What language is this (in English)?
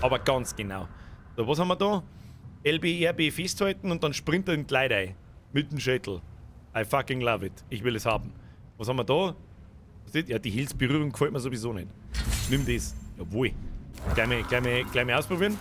Bavarian